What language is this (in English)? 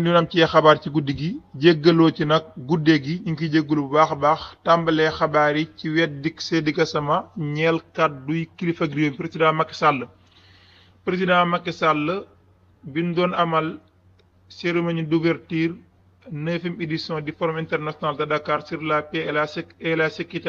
Wolof